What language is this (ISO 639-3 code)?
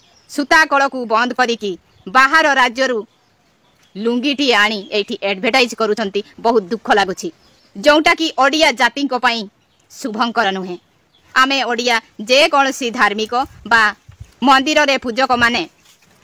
ori